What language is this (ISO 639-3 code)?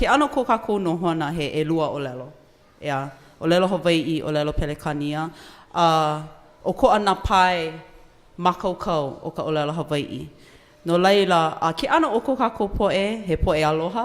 haw